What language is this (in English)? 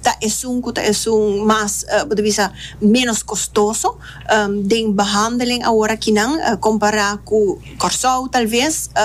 Papiamento